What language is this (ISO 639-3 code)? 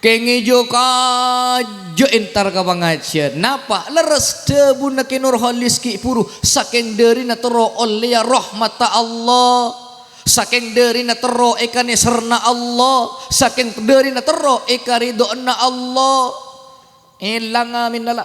mad